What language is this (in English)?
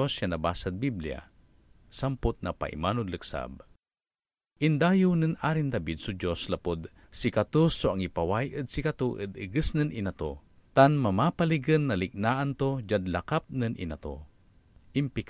Pangasinan